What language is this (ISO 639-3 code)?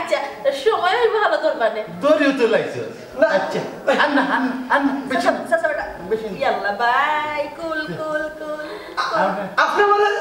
syl